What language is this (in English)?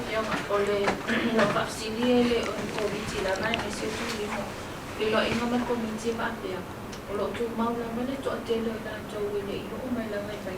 Samoan